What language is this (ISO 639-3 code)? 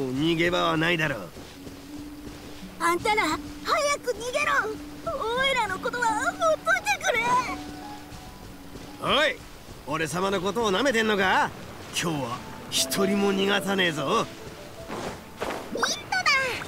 jpn